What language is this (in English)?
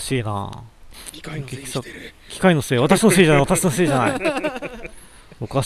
Japanese